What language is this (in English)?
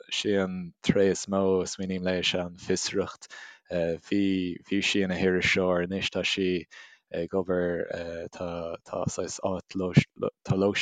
Irish